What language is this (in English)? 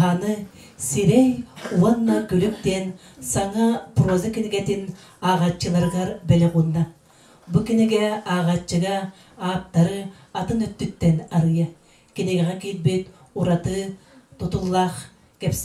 Yakut